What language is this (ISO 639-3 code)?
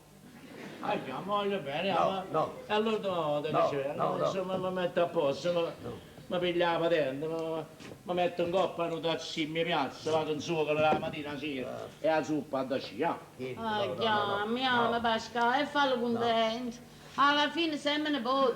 nap